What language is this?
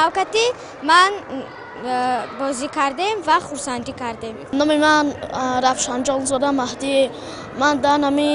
Tajik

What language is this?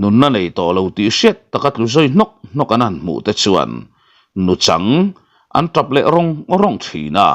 Mizo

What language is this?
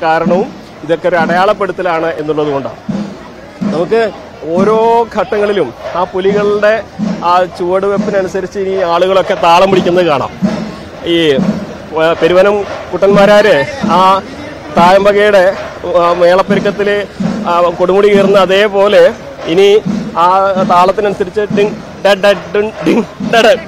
Malayalam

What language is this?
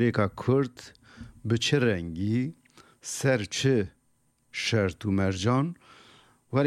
Kurdish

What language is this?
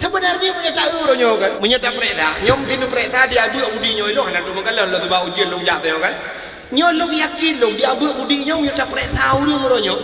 Achinese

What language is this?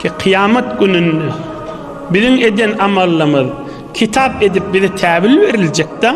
Turkmen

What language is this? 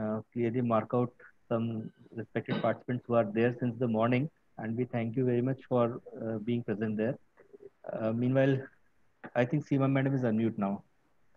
English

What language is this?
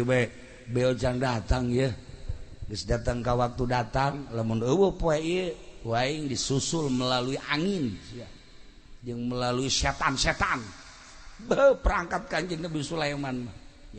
Sundanese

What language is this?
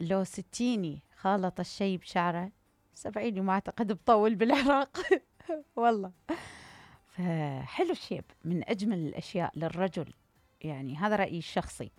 Mesopotamian Arabic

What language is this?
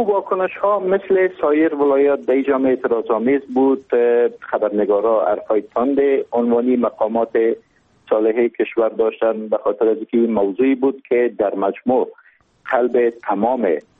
Persian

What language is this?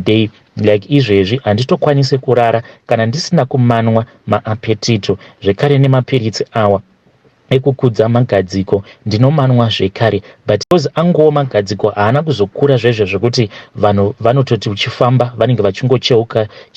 Shona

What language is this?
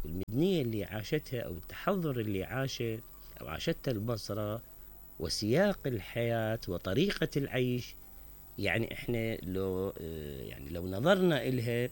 Mesopotamian Arabic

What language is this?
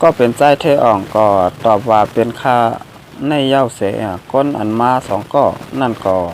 Shan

